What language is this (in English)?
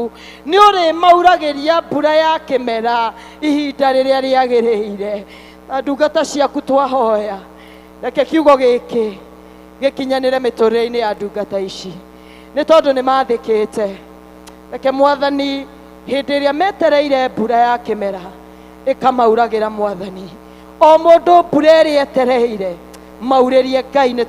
Kikuyu